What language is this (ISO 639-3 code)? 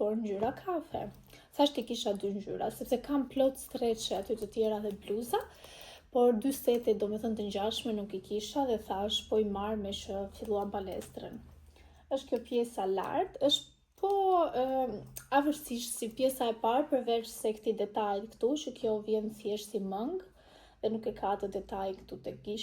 sqi